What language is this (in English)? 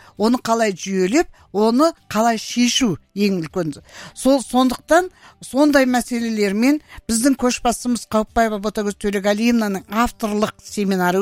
Kazakh